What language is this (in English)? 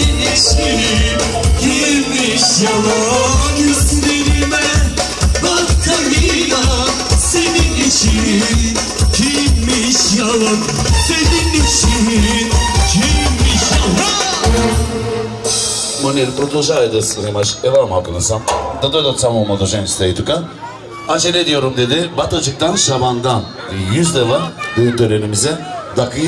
Turkish